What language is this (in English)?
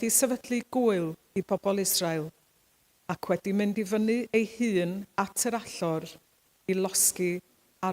Welsh